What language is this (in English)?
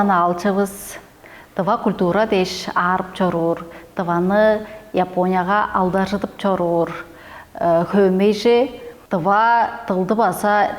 Tuvinian